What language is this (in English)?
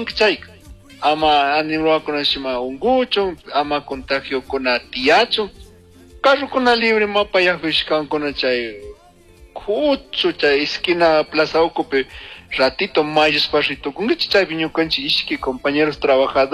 Chimborazo Highland Quichua